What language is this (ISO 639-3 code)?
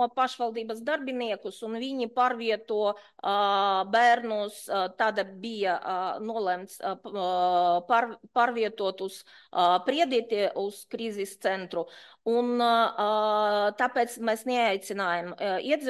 lav